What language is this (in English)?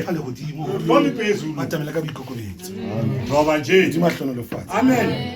Southern Sotho